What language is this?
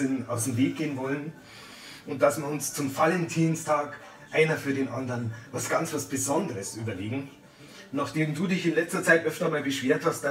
Bavarian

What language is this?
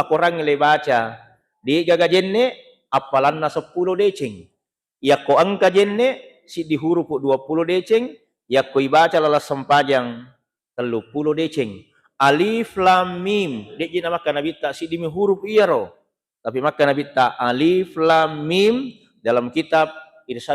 Buginese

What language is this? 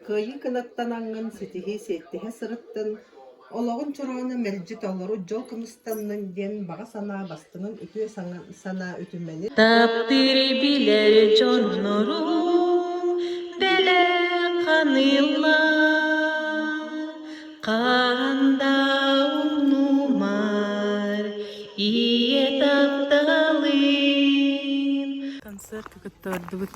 Yakut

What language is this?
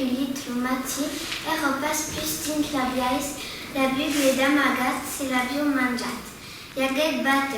Occitan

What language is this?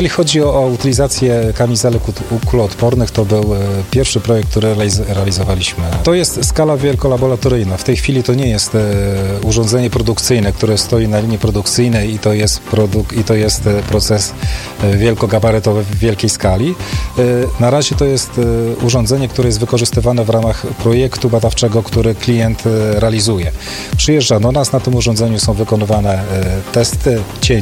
Polish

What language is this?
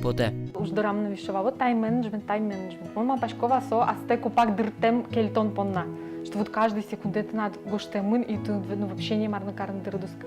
Udmurt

